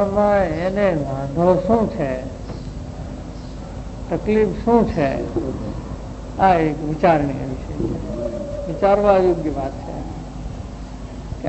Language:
Gujarati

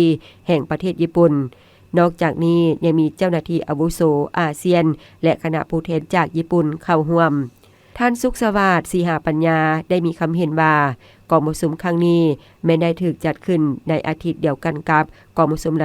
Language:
Lao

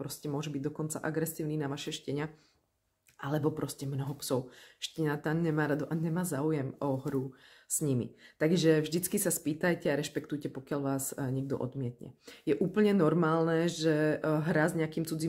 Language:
Slovak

